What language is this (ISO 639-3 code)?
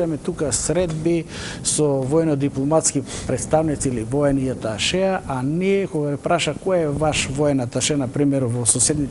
mkd